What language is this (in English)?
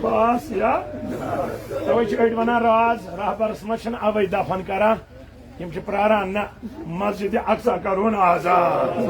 Kashmiri